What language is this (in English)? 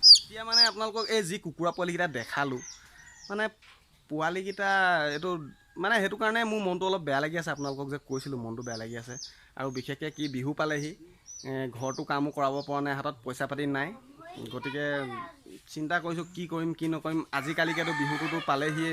Assamese